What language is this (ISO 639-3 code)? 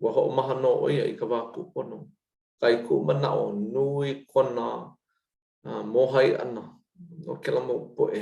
haw